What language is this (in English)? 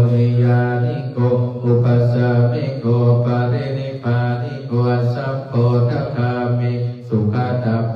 Pali